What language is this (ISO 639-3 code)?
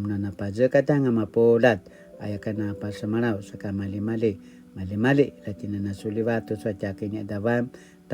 pwn